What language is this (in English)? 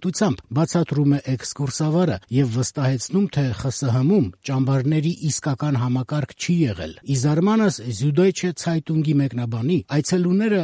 Armenian